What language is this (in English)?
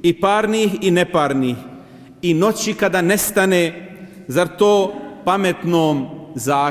Bosnian